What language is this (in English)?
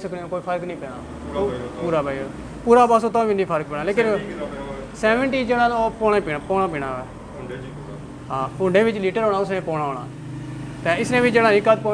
Pahari-Potwari